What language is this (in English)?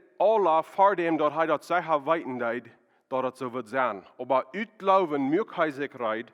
Plautdietsch